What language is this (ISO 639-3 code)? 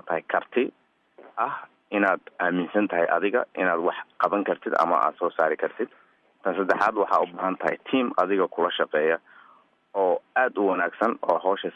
som